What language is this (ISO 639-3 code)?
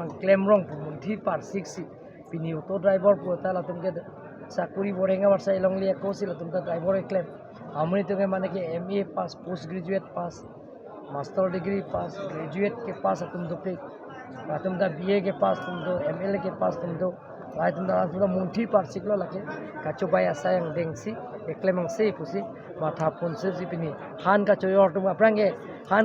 mjw